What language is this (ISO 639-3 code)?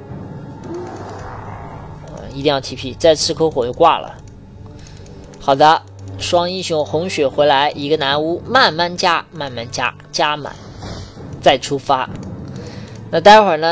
zho